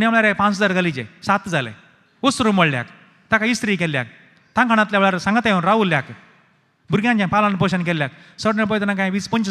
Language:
Konkani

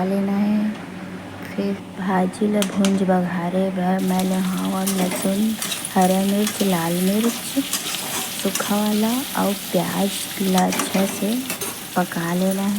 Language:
Chhattisgarhi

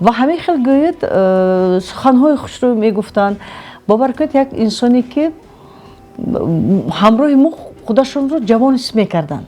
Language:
Tajik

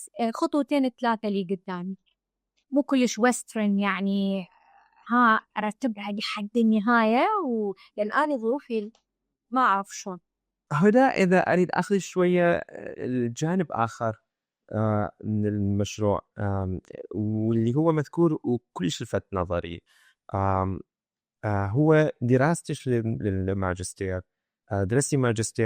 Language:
Mesopotamian Arabic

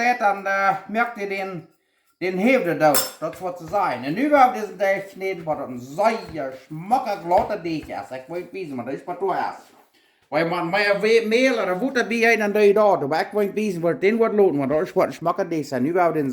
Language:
Plautdietsch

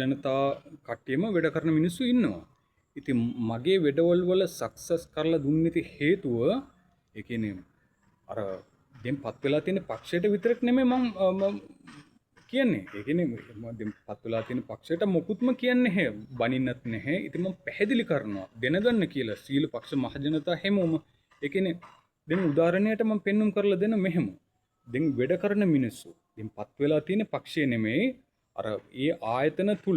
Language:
Sinhala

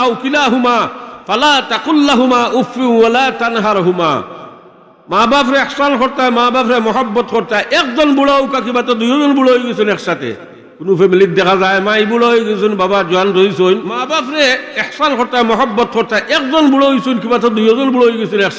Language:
Sylheti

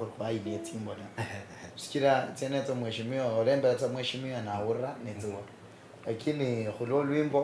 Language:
Luyia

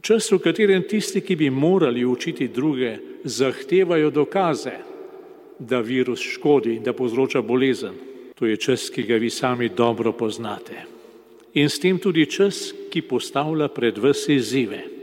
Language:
Slovenian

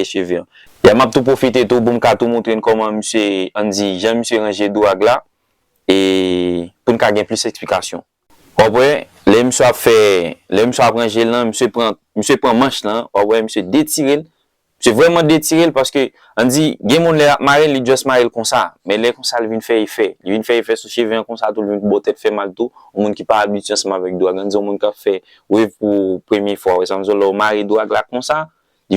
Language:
Haitian Creole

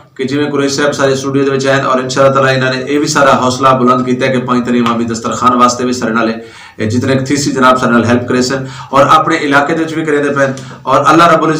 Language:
Western Panjabi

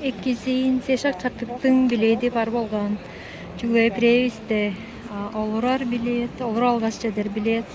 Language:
Tuvinian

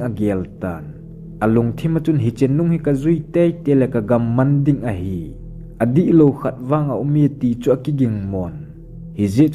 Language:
Thado Chin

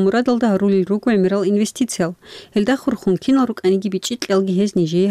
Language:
Avaric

